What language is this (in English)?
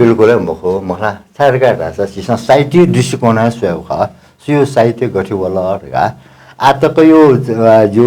Newari